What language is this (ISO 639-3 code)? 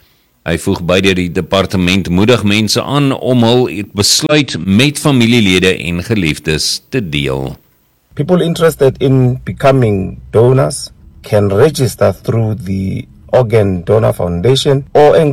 afr